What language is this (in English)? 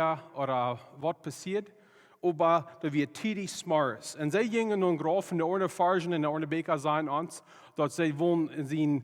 Plautdietsch